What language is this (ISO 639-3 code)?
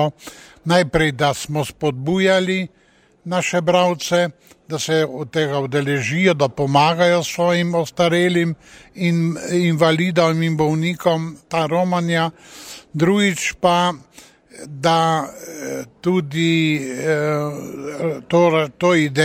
slv